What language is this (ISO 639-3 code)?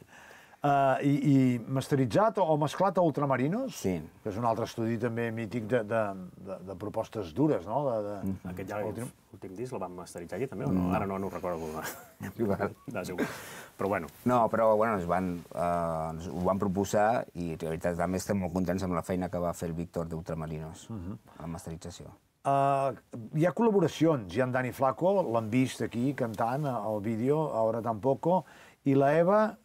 cat